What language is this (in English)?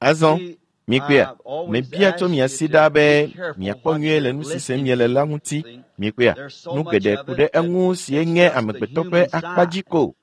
Ewe